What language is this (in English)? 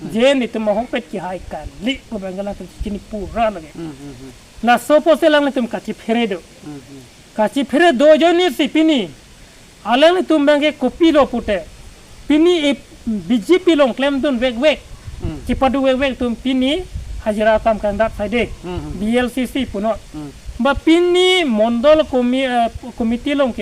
Karbi